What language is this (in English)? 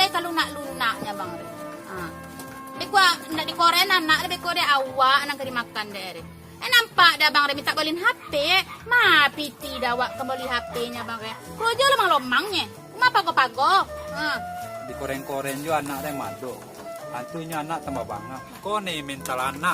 Minangkabau